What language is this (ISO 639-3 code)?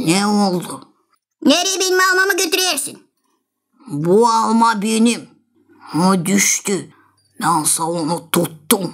gag